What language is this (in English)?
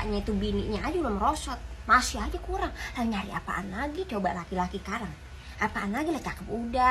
Betawi